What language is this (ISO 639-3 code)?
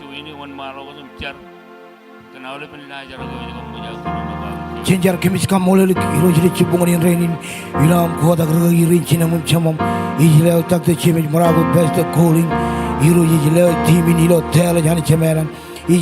mah